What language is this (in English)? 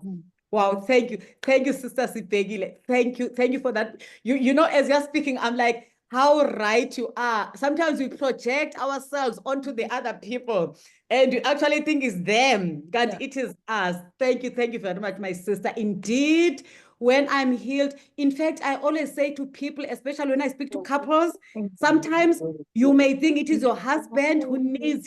English